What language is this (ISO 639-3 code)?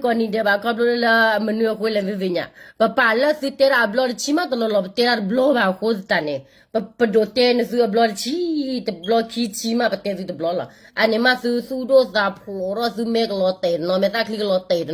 ksw